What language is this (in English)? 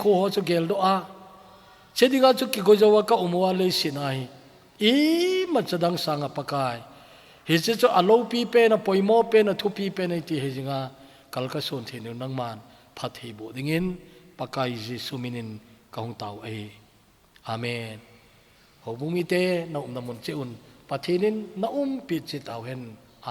Thado Chin